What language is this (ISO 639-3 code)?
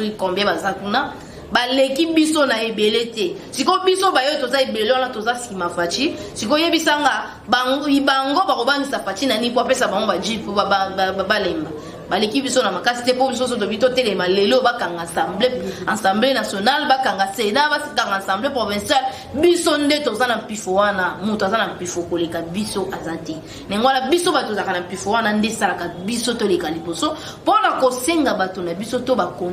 lin